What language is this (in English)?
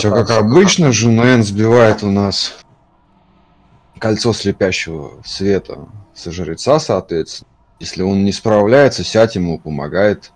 Russian